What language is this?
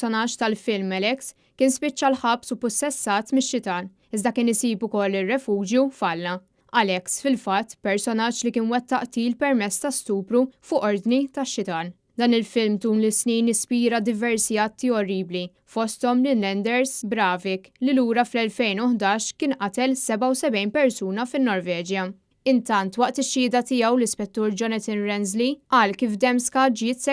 Maltese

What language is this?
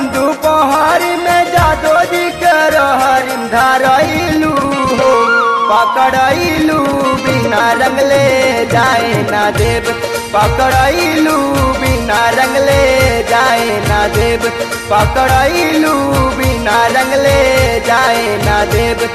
Bhojpuri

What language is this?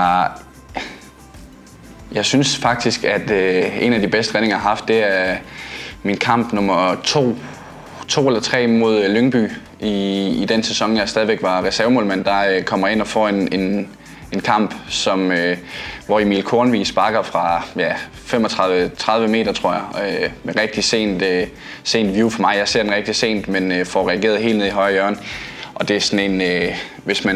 Danish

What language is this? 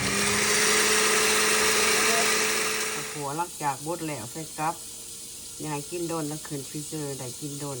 Lao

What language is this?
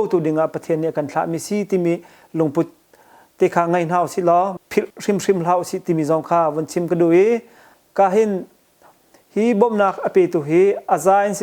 Hakha Chin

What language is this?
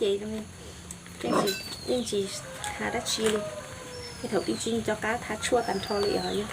Hmong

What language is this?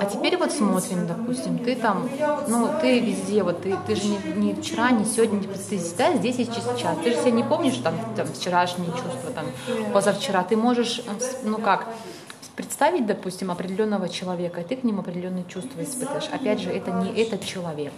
Russian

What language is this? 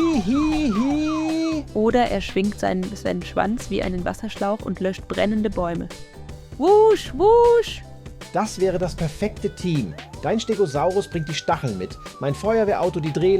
Swiss German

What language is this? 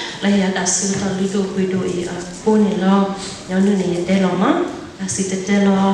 S'gaw Karen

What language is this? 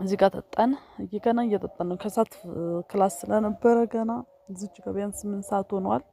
Amharic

